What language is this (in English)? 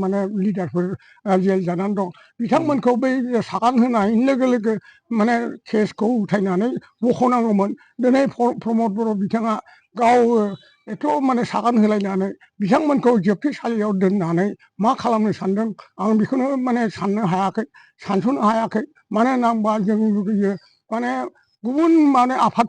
Bodo